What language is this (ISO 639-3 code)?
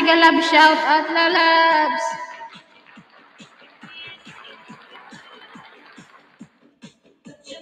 fil